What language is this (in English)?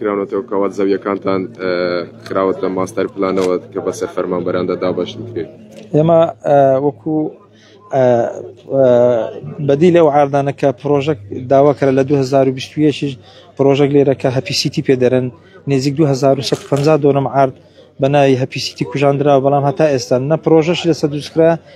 Central Kurdish